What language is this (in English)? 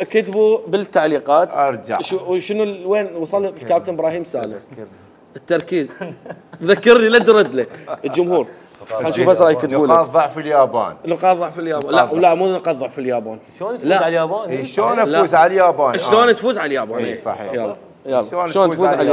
Mesopotamian Arabic